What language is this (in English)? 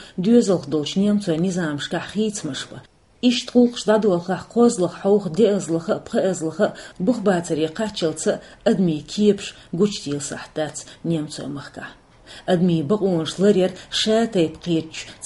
Chechen